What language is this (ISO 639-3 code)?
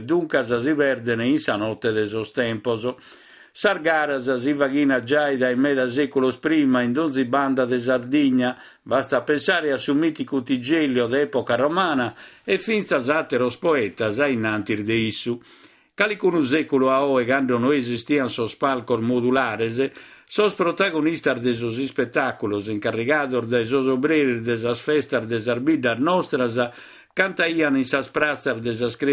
srd